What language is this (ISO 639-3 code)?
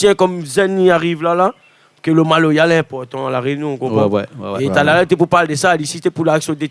rcf